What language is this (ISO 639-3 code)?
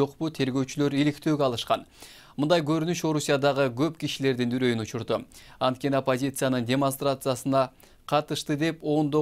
kir